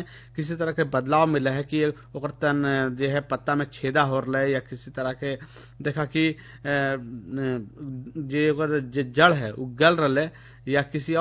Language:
Bhojpuri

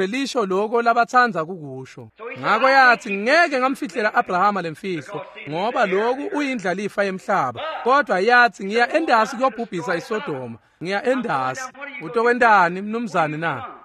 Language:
Swati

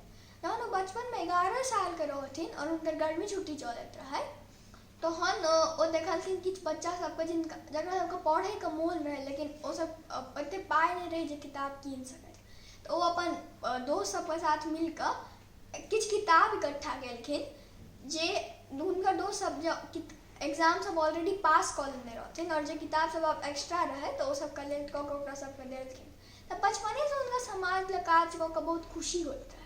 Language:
Maithili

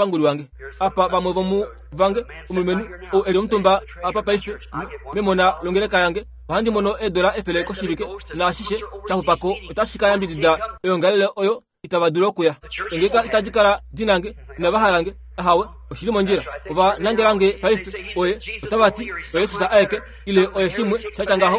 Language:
Kuanyama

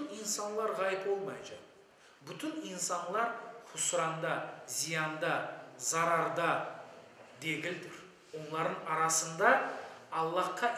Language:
Crimean Tatar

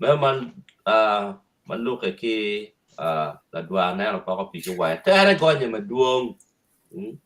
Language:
Acoli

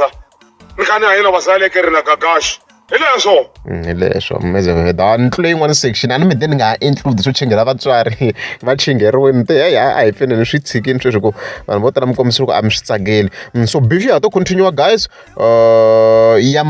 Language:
Tsonga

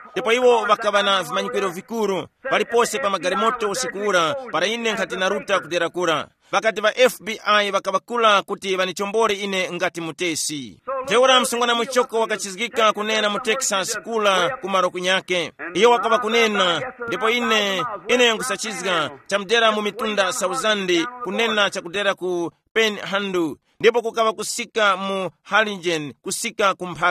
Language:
Tumbuka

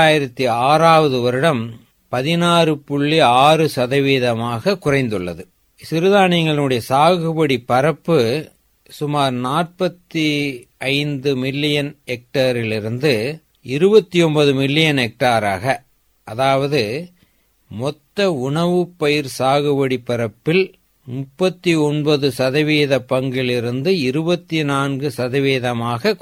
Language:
Tamil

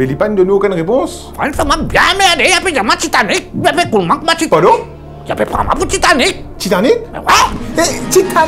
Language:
Morisyen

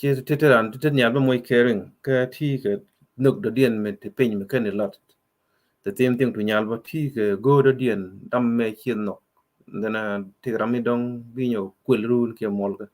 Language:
Nuer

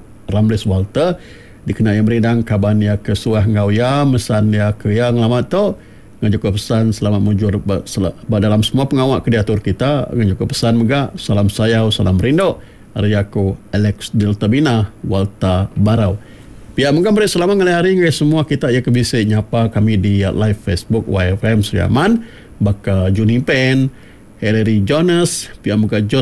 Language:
Iban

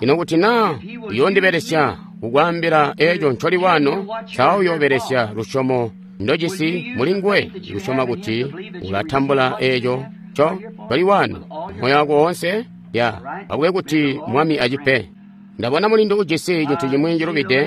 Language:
Tonga (Zambia)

